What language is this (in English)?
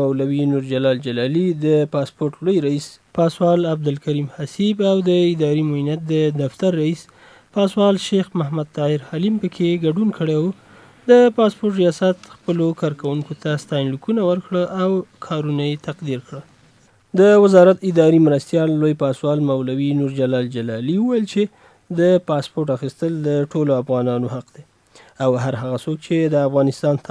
Pashto